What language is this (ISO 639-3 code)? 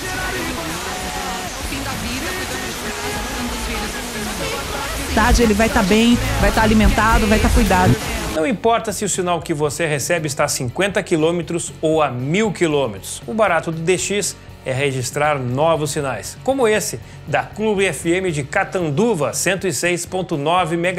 por